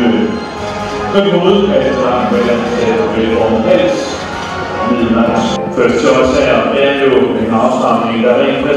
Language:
Danish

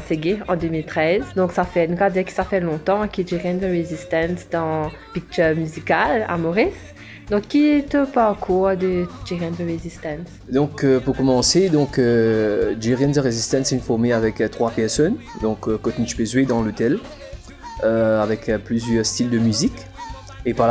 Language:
Morisyen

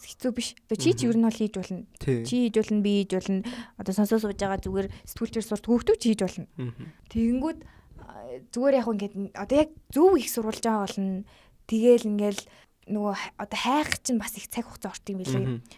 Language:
Mongolian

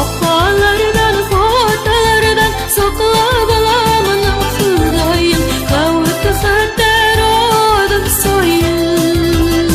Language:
Bashkir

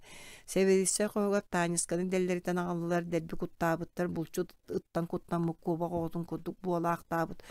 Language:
Yakut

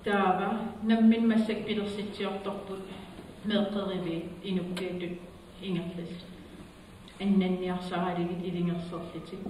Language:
Kalaallisut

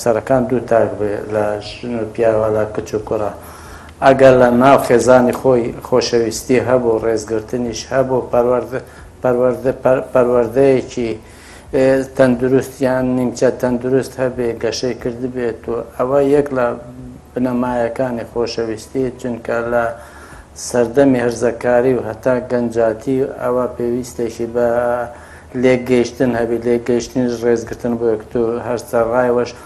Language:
Central Kurdish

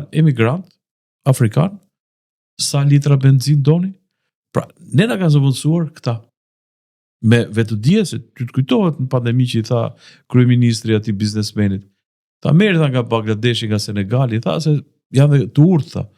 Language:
Albanian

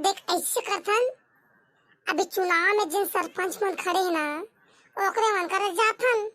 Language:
Chhattisgarhi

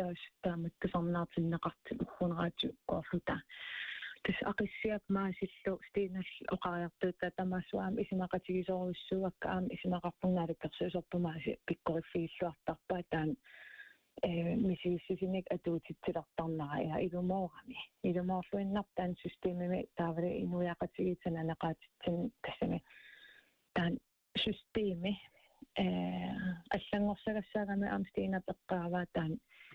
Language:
Kalaallisut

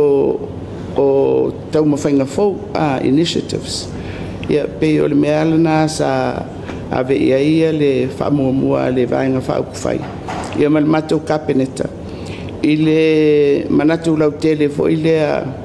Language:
Samoan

